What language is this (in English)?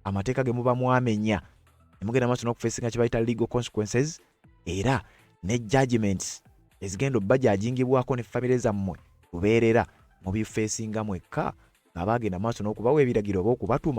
Ganda